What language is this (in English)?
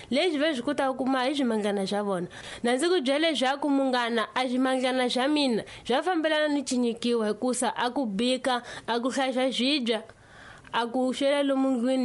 Tsonga